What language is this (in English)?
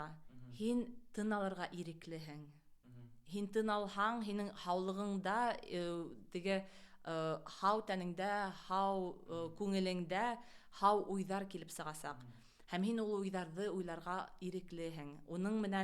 Bashkir